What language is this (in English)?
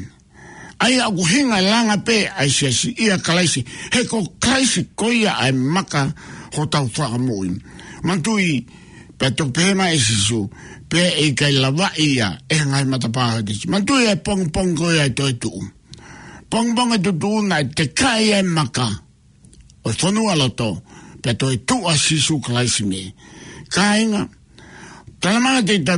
Tongan